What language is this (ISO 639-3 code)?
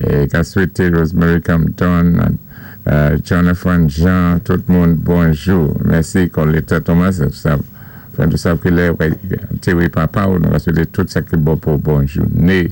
acf